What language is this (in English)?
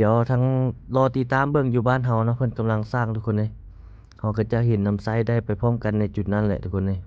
Lao